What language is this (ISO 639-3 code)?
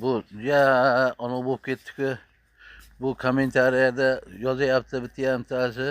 uzb